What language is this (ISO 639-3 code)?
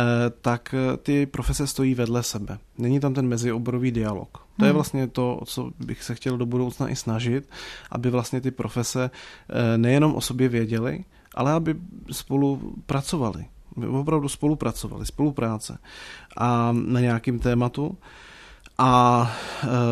ces